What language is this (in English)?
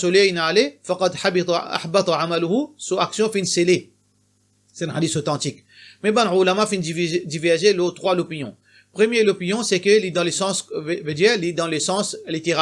Morisyen